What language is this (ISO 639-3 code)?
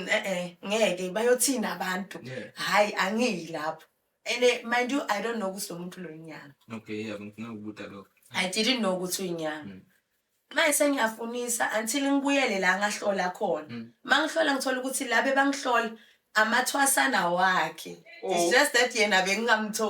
zul